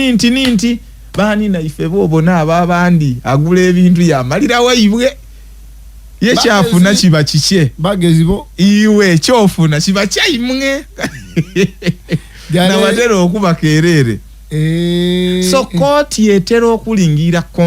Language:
Ganda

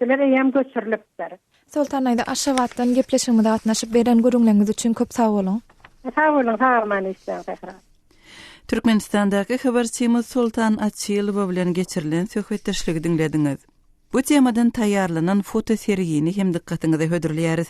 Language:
Turkmen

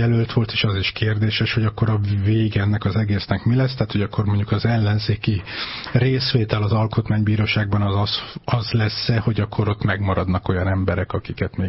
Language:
Hungarian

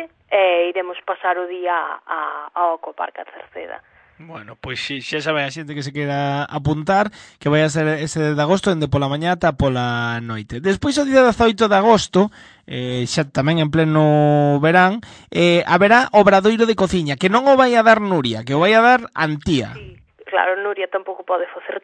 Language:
Galician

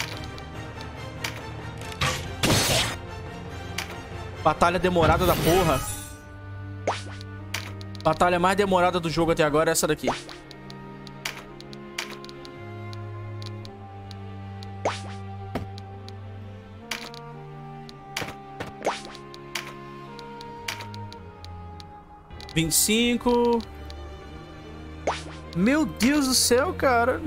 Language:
Portuguese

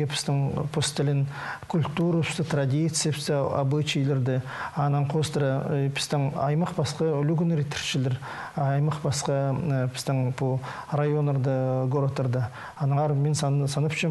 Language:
Khakas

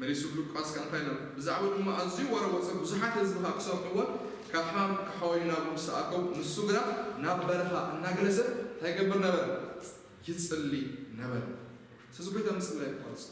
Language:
Tigrinya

